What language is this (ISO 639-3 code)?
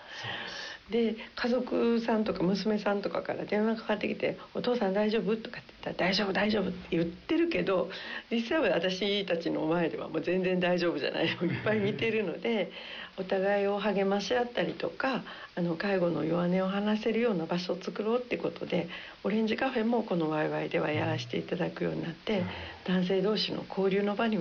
jpn